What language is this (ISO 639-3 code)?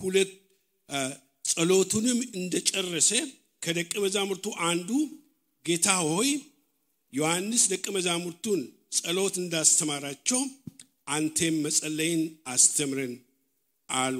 amh